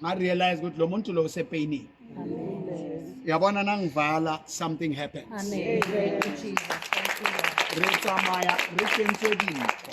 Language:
Southern Sotho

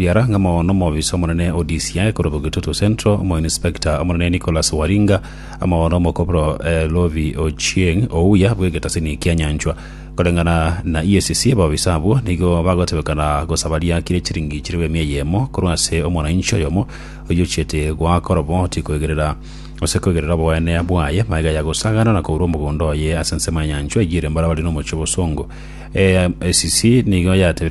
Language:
Gusii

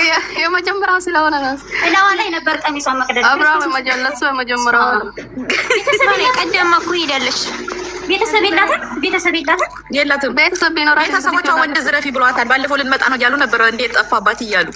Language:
Amharic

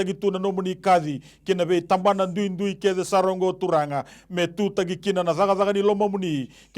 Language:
Fijian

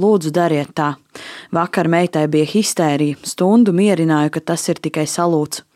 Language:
Latvian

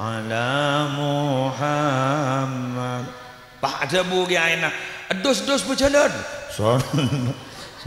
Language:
Madurese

